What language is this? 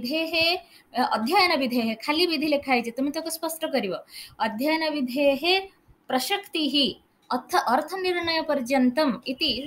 Odia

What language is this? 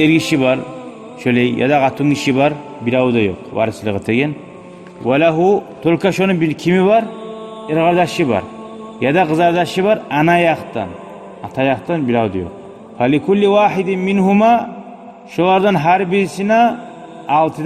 Kumyk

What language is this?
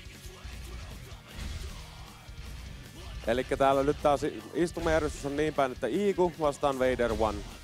Finnish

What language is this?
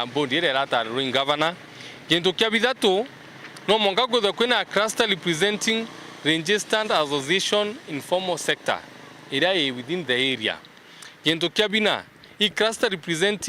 Meru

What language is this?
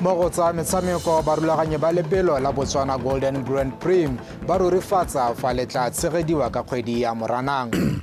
Tswana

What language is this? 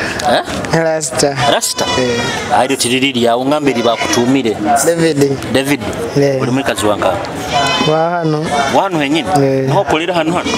Nyoro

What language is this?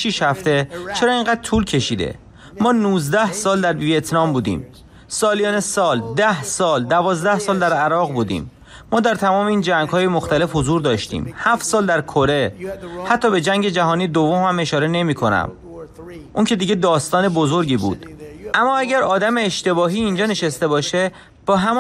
Persian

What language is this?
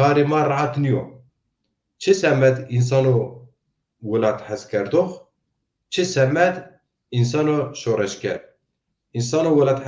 Zaza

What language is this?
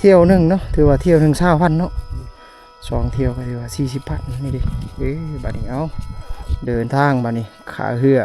Lao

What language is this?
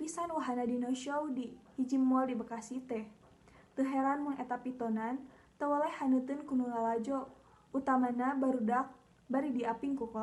Sundanese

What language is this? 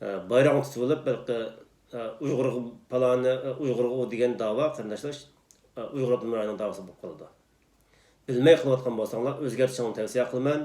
Uyghur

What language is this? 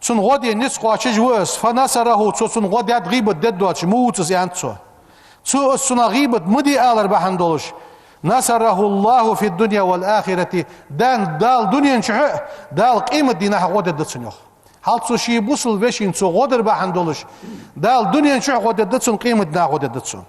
Ingush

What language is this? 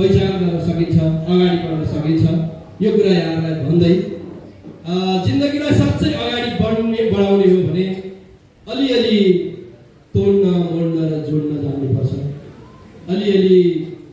Nepali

